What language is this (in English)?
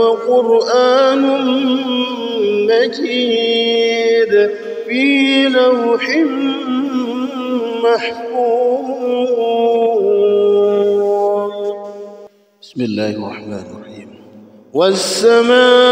Arabic